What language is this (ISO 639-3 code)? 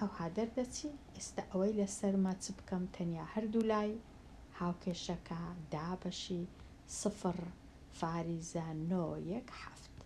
ckb